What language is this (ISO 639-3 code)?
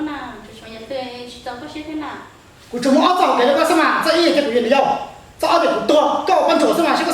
hmn